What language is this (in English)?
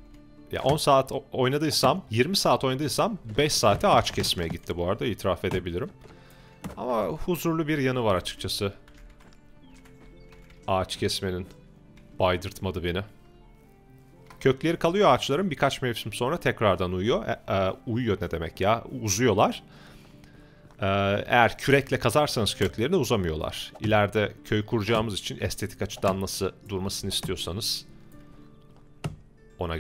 Turkish